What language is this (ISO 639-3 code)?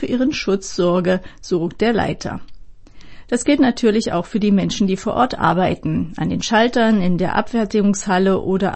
deu